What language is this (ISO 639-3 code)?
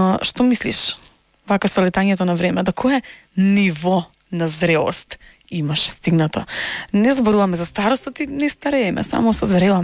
mkd